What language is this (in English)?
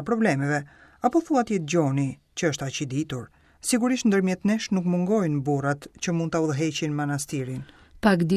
Albanian